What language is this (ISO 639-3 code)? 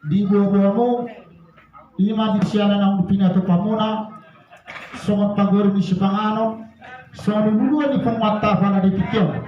bbc